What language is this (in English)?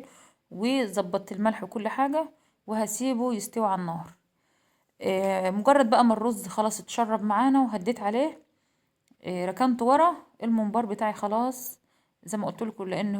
Egyptian Arabic